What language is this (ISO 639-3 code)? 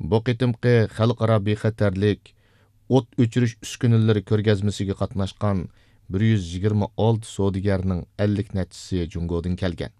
uig